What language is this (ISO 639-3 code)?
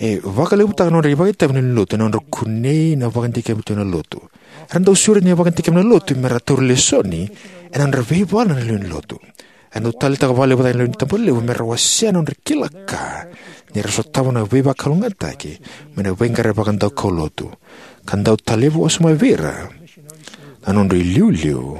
fij